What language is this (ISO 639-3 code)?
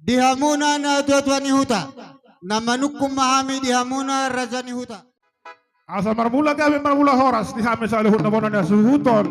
bbc